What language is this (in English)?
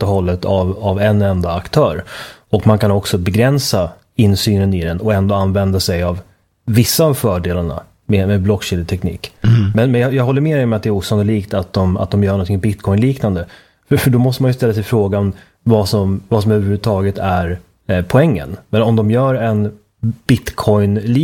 Swedish